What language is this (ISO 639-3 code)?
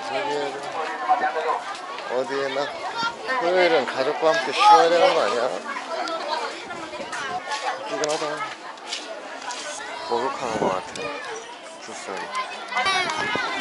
kor